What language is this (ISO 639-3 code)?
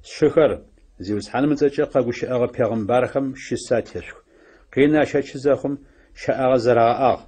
ady